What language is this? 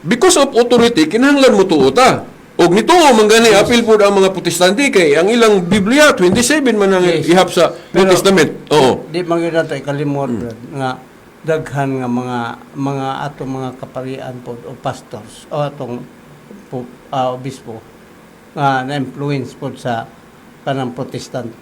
Cebuano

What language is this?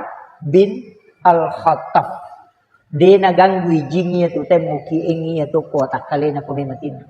Buginese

